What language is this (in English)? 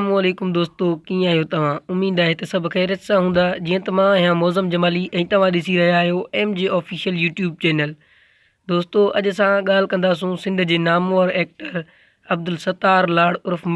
Sindhi